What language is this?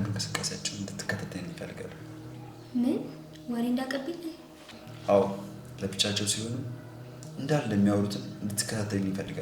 Amharic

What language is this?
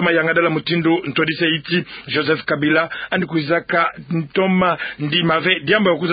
Kituba (Democratic Republic of Congo)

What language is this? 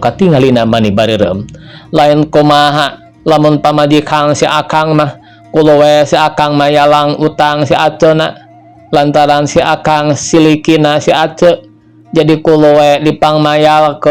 Sundanese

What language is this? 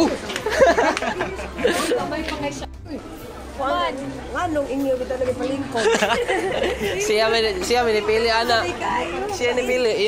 Cebuano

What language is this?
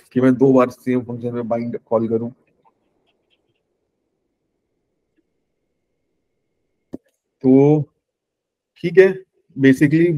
Hindi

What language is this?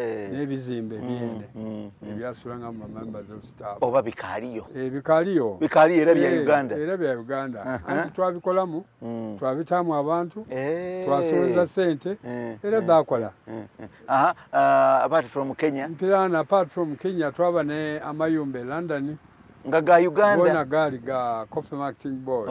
Soga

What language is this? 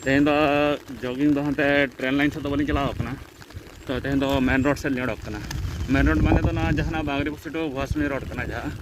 Santali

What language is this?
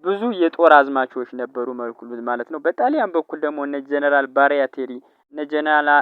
Amharic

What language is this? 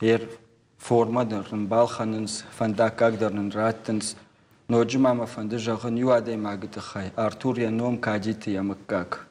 Ossetic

